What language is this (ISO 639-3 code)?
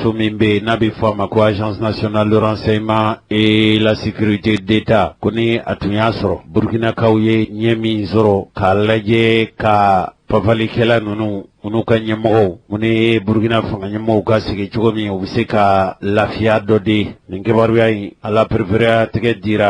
bam